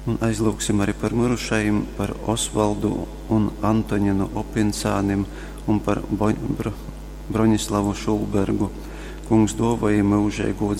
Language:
Latgalian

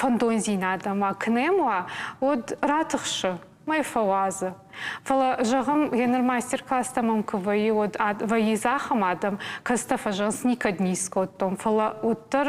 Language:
Ossetic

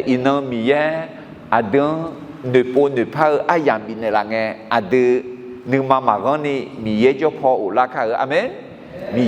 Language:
Akha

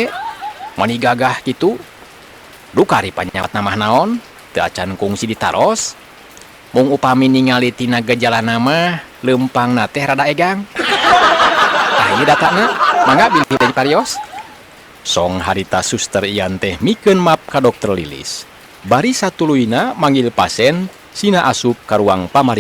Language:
Sundanese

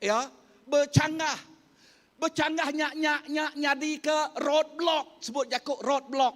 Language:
Iban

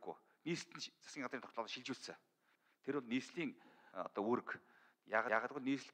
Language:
Mongolian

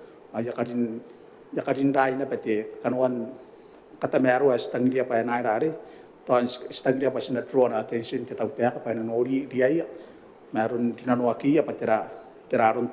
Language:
Gilbertese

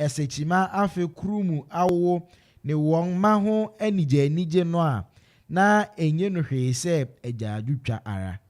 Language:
Akan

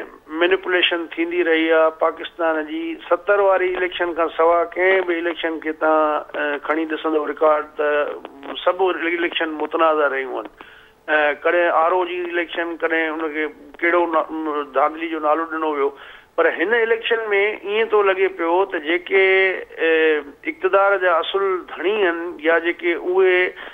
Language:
Sindhi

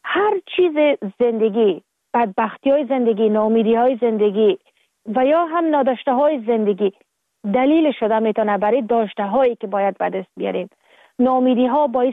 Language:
Persian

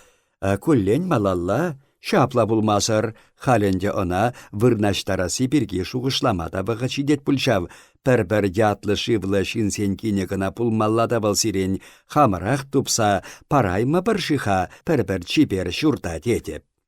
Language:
Chuvash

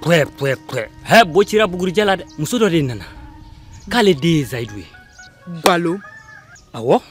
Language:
Bambara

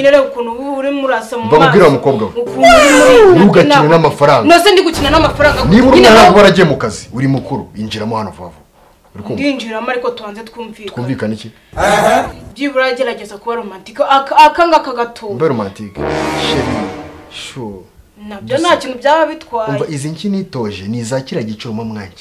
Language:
Kinyarwanda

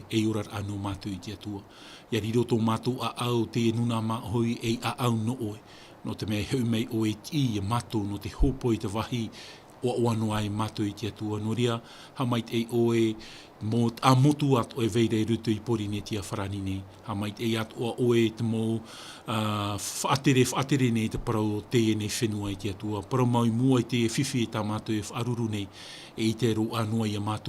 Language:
Tahitian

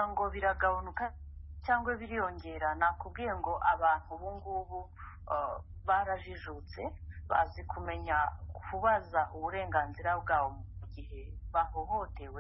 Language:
Kinyarwanda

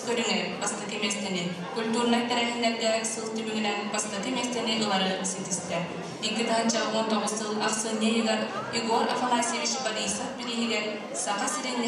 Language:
Yakut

